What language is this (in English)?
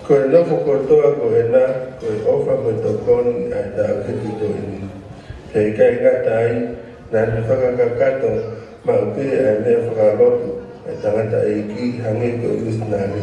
Tongan